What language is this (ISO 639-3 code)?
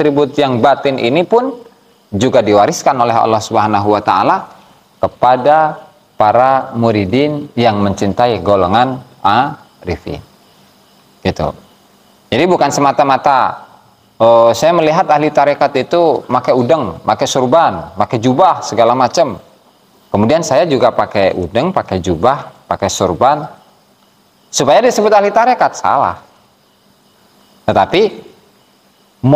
ind